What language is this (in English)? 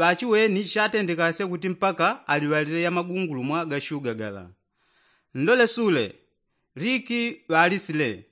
Yao